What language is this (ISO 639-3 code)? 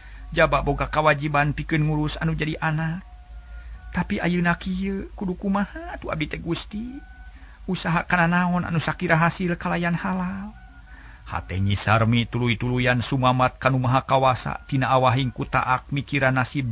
sun